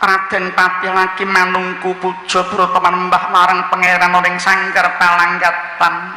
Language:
Javanese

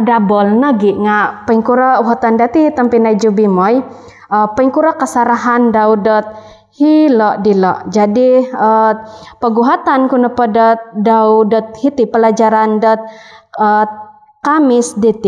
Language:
Central Dusun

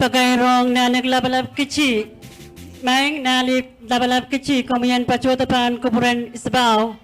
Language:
Pohnpeian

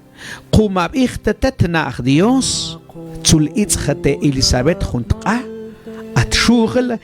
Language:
Mam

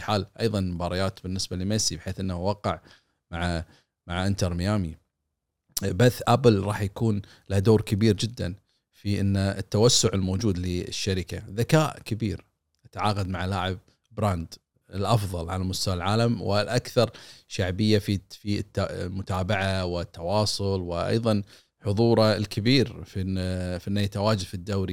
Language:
Gulf Arabic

